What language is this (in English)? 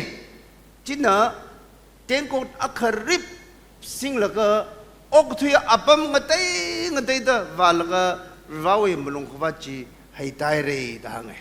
Tangkhul Naga (India)